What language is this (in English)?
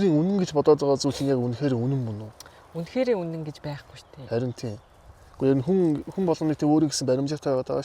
Mongolian